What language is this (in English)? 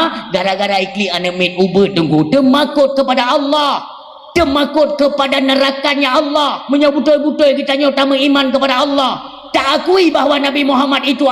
Achinese